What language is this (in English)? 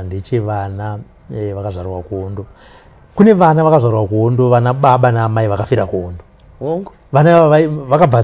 Shona